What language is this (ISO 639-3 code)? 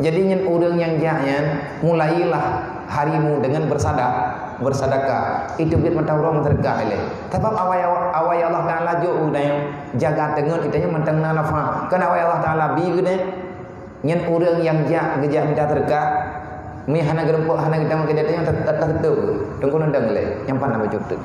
ace